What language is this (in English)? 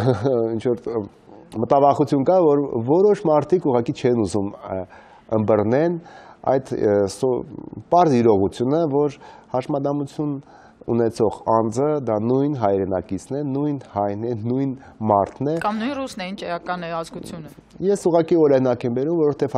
Armenian